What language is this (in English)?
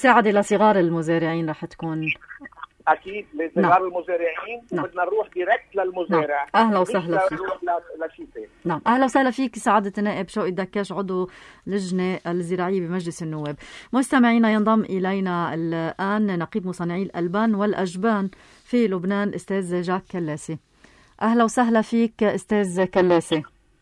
North Levantine Arabic